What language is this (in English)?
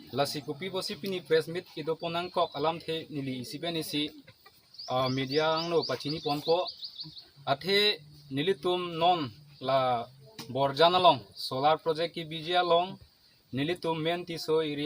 Karbi